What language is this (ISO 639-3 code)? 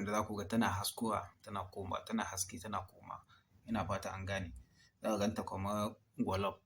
hau